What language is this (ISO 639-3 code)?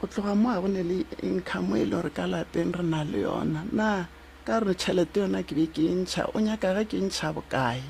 nso